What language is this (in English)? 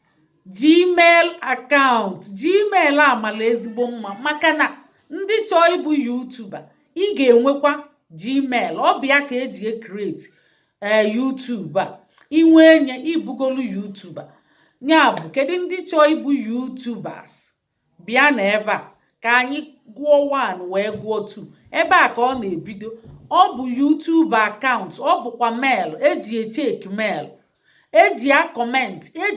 Igbo